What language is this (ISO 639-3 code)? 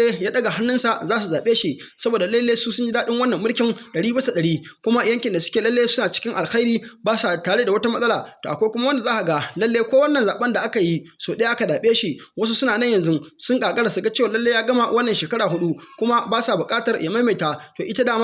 hau